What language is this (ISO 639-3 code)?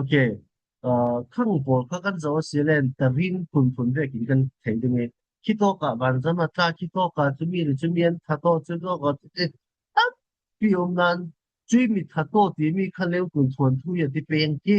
cfm